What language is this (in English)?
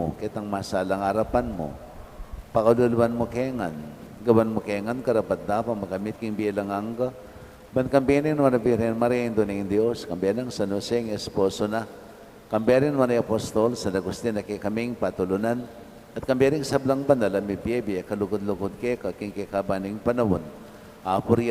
Pampanga